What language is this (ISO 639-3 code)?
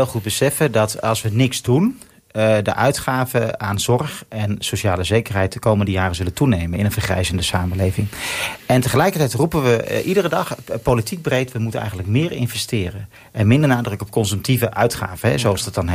nld